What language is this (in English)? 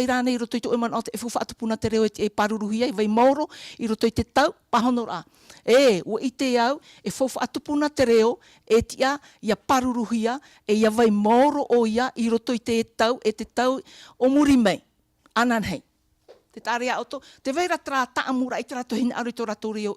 Tahitian